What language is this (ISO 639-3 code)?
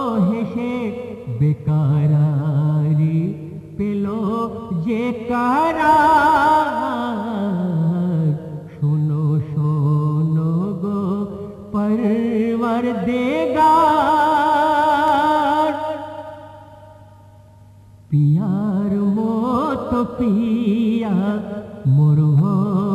ben